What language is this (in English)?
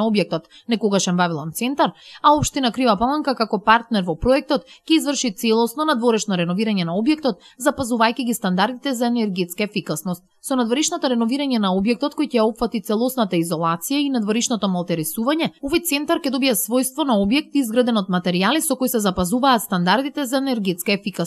Macedonian